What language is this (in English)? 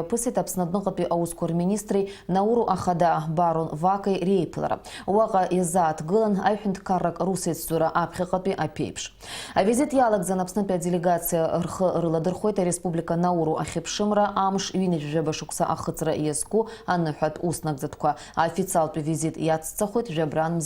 Abkhazian